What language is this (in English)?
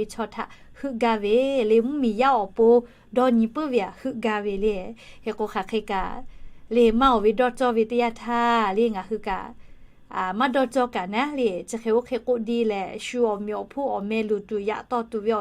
Lahu